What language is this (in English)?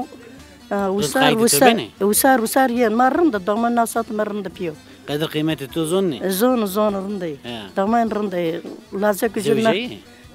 Zaza